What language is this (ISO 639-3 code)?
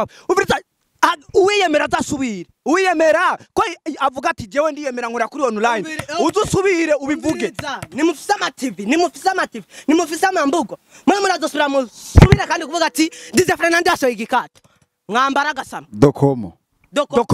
run